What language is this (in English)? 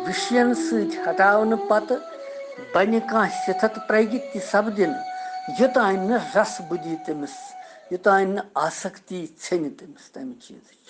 Kashmiri